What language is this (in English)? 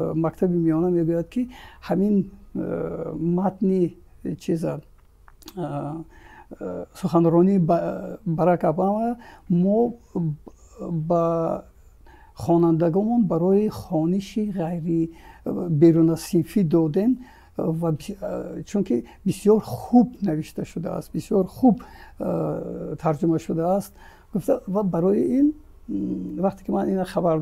Tajik